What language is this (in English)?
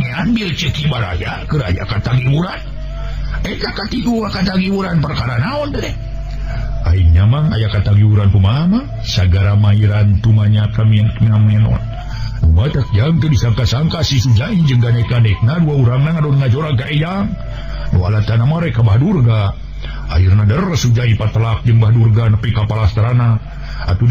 Sundanese